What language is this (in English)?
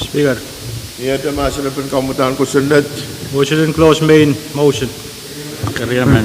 Pohnpeian